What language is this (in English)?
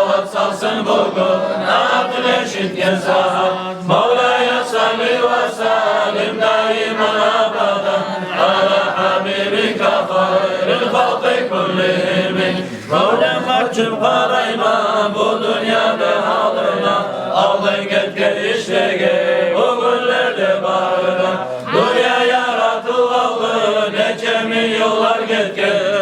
Kumyk